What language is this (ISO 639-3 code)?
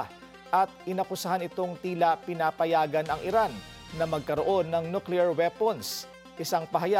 fil